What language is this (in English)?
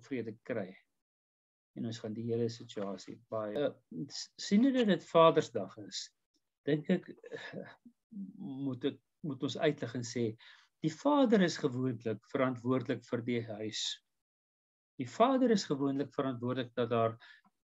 Afrikaans